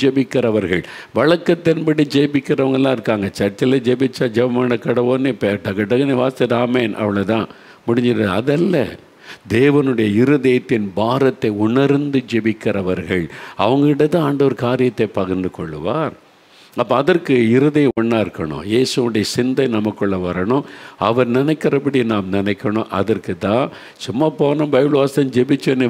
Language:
Tamil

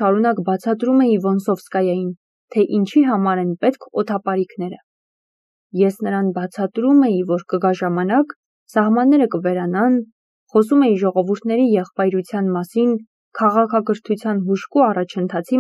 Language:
Armenian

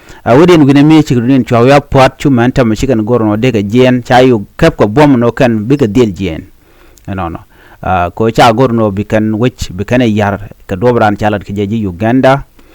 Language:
Nuer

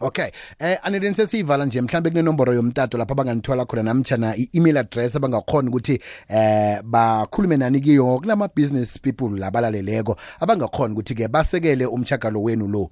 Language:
South Ndebele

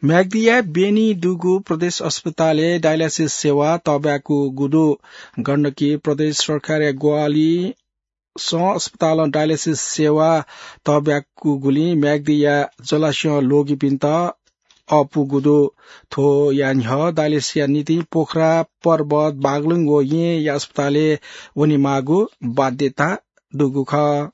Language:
Newari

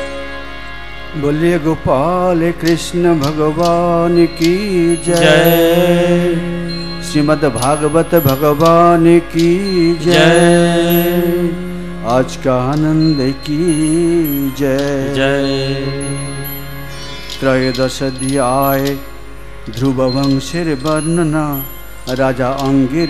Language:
Bangla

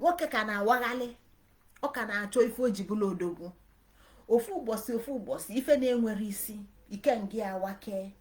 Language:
Igbo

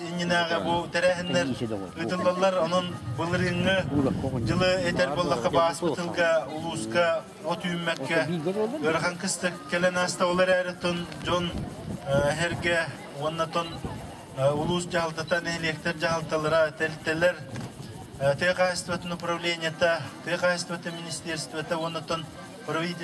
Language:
Yakut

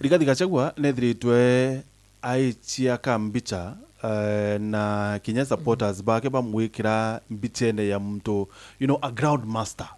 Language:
Meru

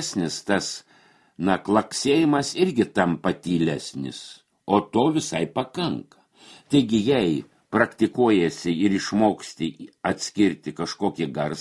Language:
Lithuanian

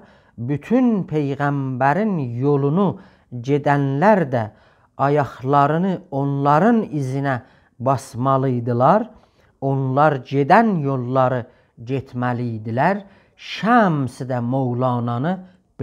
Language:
South Azerbaijani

